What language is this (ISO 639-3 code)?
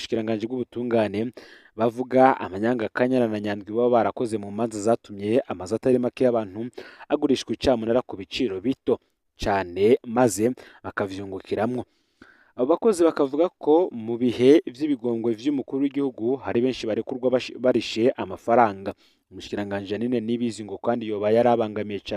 run